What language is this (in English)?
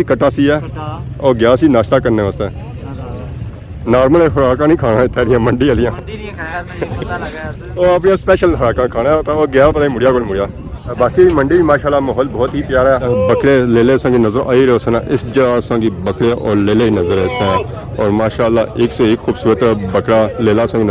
Pahari-Potwari